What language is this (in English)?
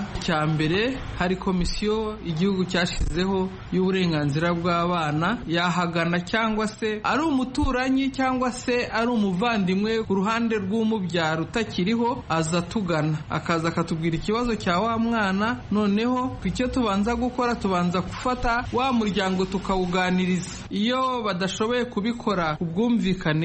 Kinyarwanda